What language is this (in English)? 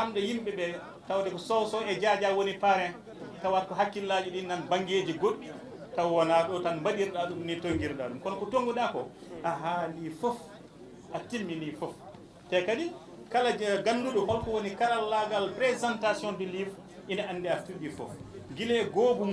Fula